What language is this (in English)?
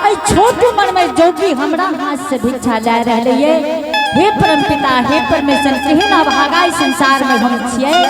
Angika